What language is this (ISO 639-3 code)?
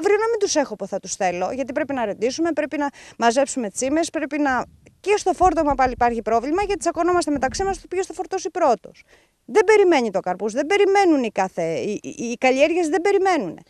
ell